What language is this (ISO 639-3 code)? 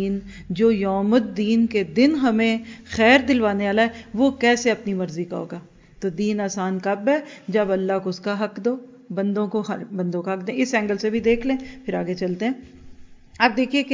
urd